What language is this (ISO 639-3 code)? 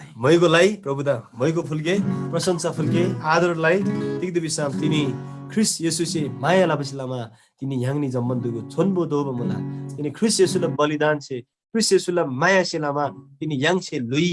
taj